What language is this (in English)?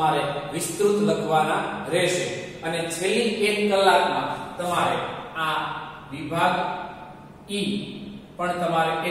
Gujarati